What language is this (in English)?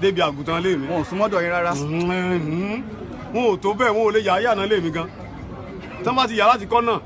Yoruba